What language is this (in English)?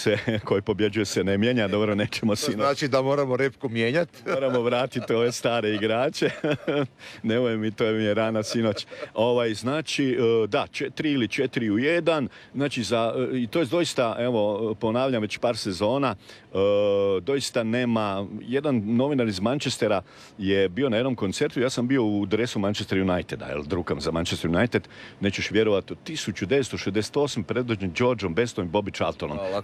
Croatian